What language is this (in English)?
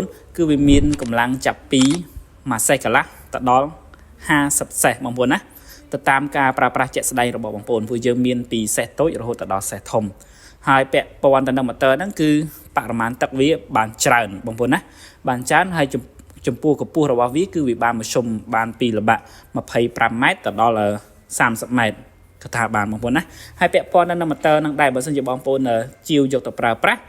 Khmer